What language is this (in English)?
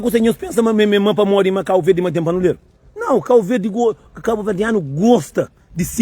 Kabuverdianu